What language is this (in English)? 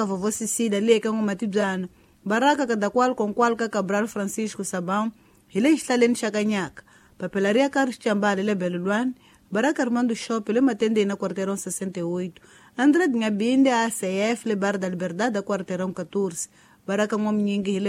Tsonga